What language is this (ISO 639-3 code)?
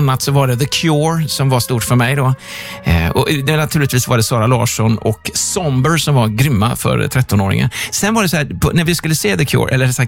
swe